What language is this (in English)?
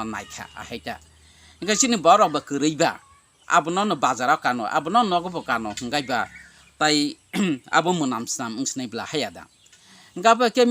Kok Borok